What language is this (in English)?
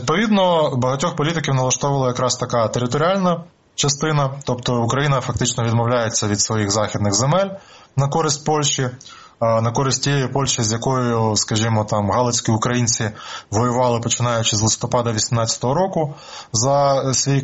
Ukrainian